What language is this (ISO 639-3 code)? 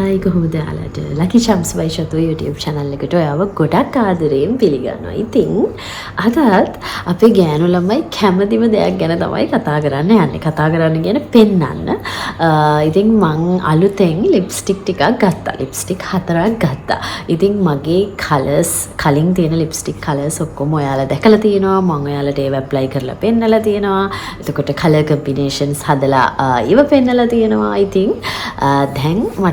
sin